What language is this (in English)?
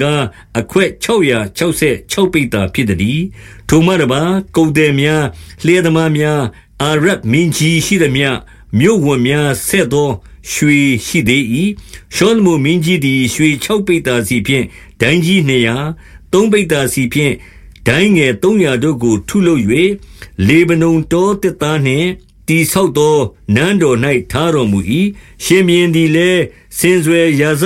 Burmese